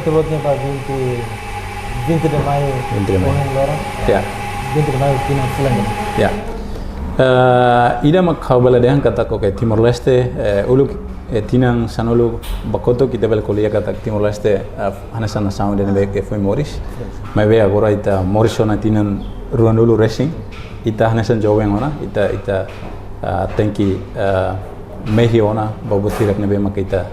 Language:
Tetum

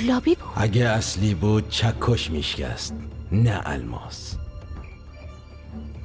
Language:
Persian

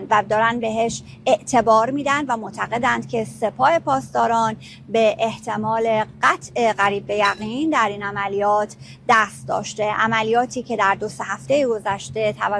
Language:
Persian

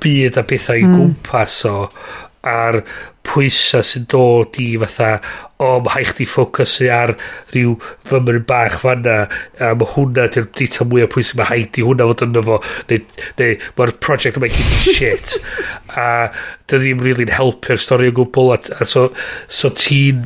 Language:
Welsh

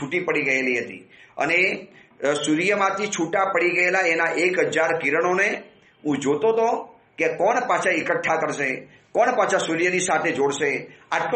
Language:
Gujarati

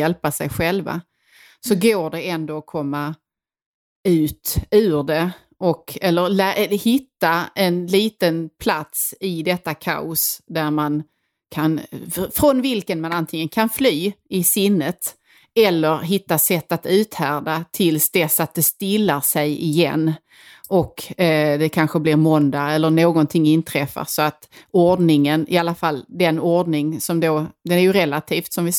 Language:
Swedish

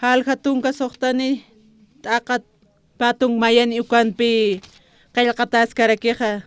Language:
Aymara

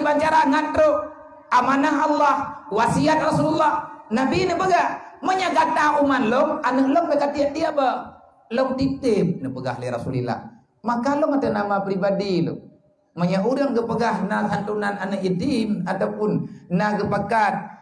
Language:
Achinese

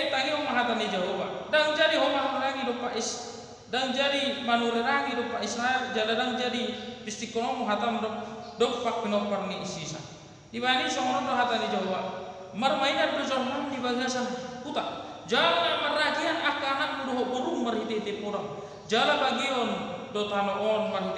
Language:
Batak Toba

